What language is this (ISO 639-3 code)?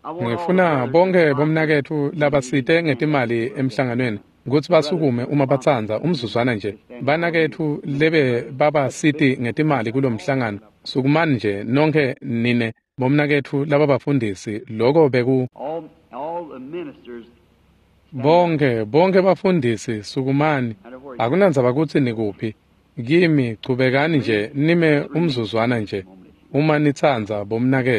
ssw